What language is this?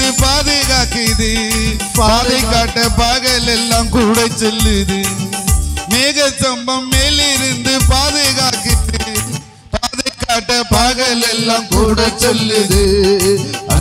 Tamil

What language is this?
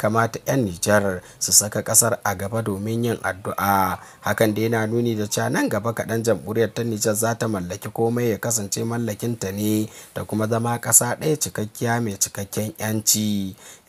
Hausa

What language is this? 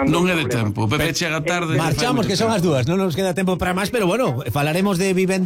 Galician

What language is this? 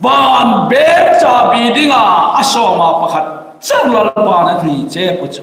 Hmar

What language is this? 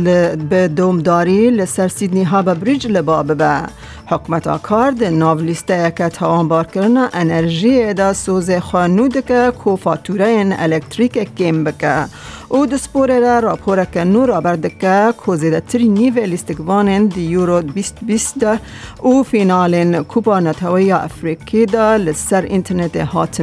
Kurdish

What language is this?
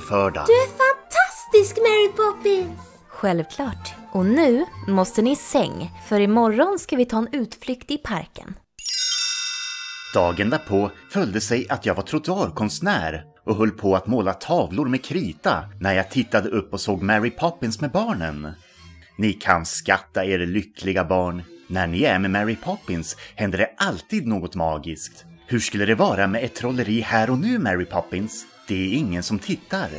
Swedish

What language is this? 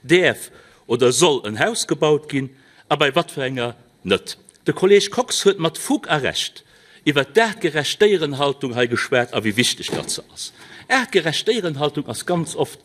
Luxembourgish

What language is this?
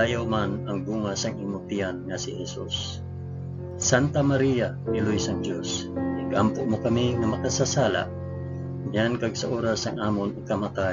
Hiligaynon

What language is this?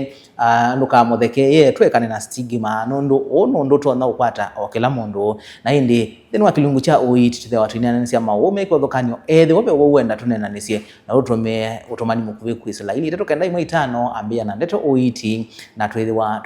Kamba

